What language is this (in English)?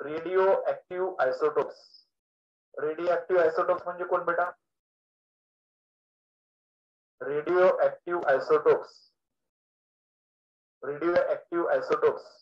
Marathi